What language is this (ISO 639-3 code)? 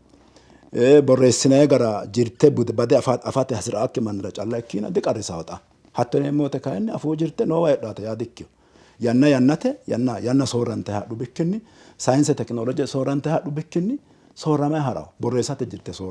sid